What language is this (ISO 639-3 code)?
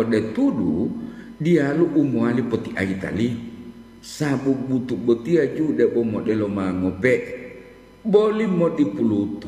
gor